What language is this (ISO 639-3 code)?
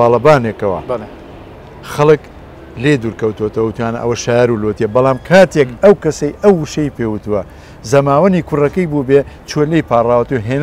ckb